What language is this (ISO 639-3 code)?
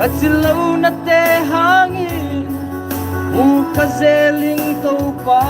pck